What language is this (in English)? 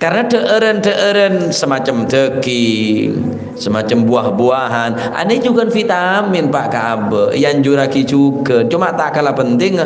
Madurese